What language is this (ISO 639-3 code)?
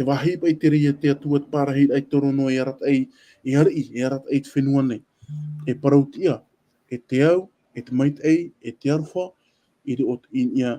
tah